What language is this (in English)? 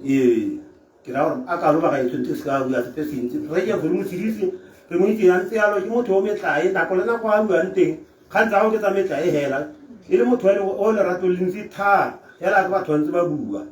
Tswana